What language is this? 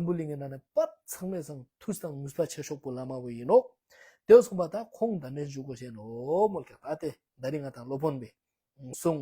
Ladakhi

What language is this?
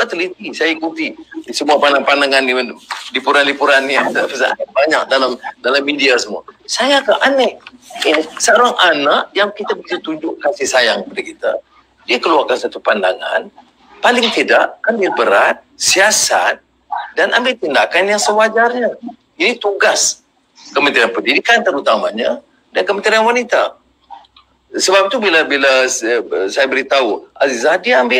Malay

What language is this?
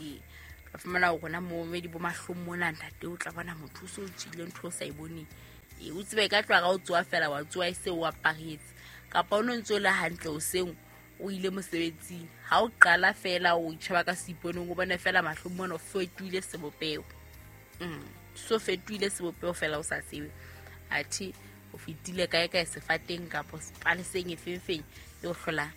Southern Sotho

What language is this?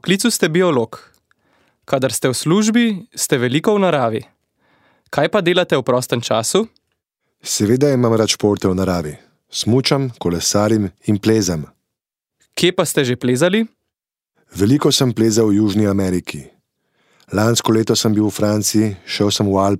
Slovenian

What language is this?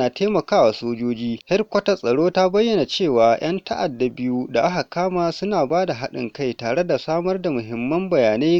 Hausa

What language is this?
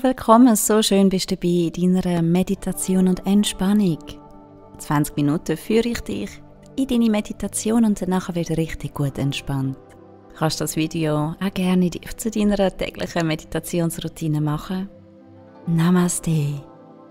Swiss German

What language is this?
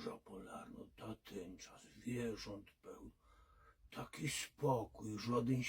Silesian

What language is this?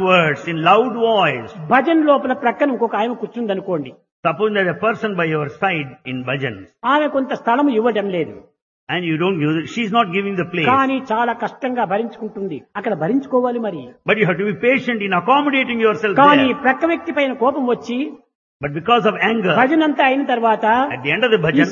Telugu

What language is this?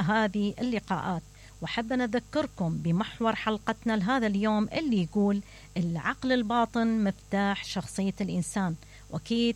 Mesopotamian Arabic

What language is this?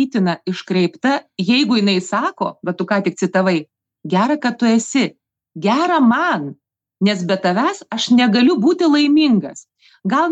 Lithuanian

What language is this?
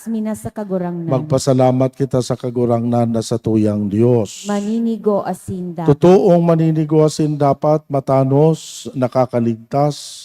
Bikol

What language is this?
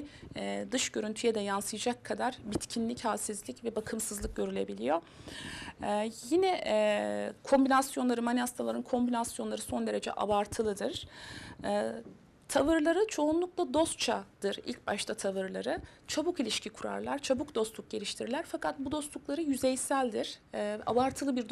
Turkish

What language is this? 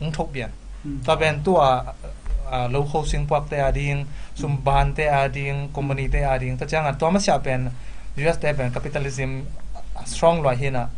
Tedim Chin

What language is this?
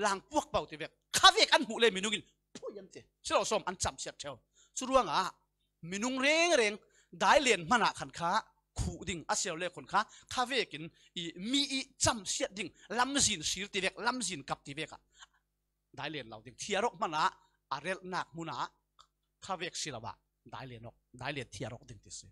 Falam Chin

